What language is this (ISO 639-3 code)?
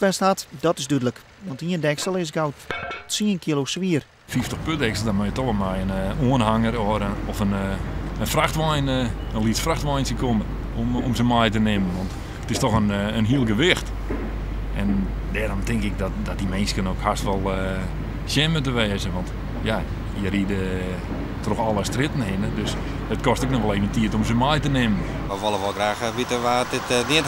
fry